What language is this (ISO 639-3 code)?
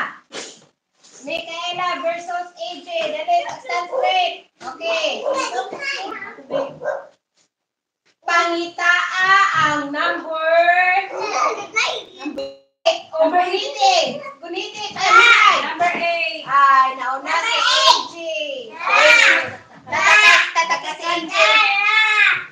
ceb